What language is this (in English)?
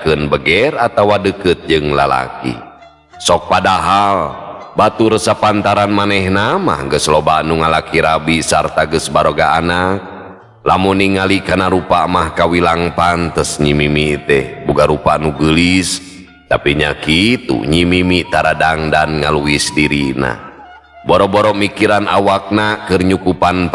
Sundanese